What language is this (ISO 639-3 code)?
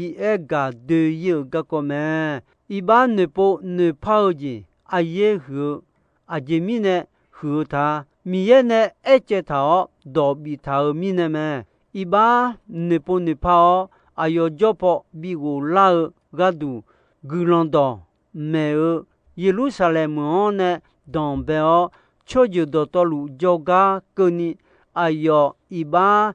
ahk